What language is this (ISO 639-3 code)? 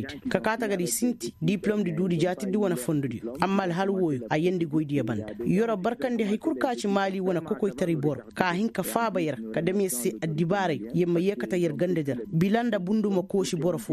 ses